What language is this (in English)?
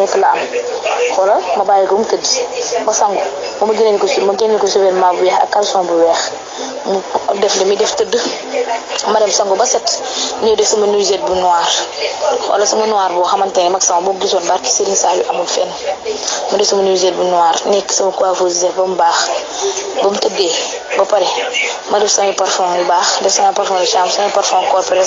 Wolof